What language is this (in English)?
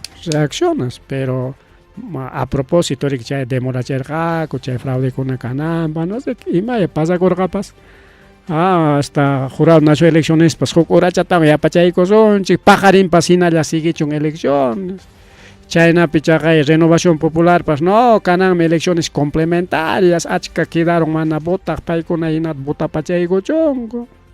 Ayacucho Quechua